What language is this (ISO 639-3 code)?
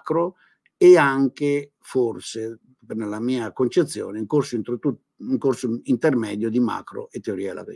ita